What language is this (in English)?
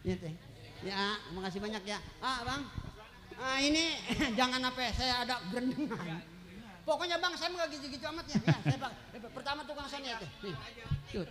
Betawi